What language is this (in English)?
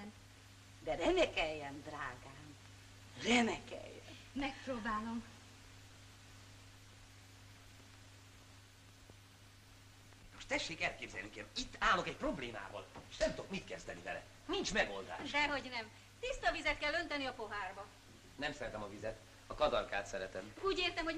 Hungarian